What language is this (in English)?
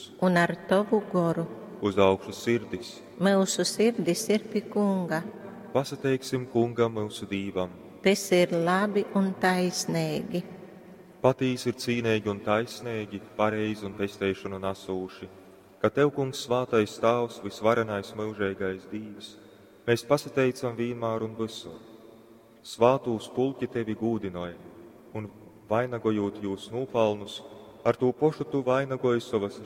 Latgalian